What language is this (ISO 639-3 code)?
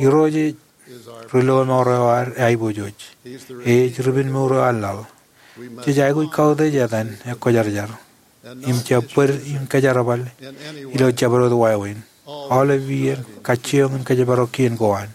mah